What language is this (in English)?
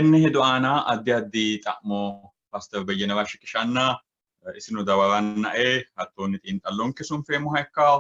Sidamo